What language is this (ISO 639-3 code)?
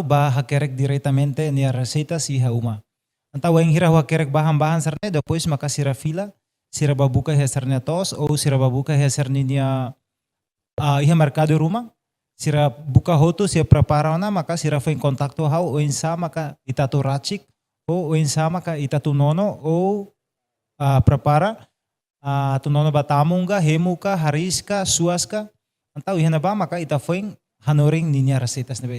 tet